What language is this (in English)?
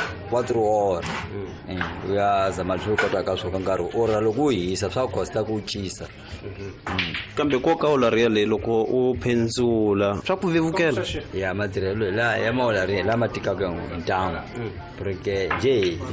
Tsonga